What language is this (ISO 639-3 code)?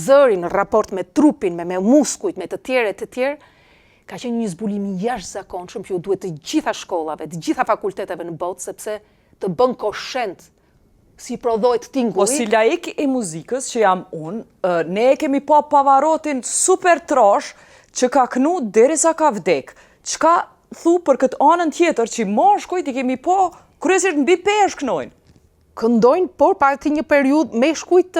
sqi